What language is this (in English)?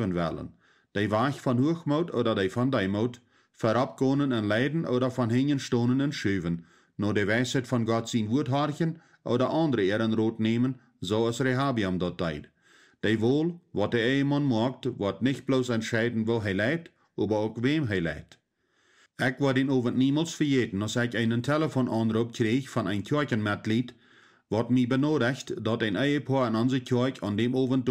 Plautdietsch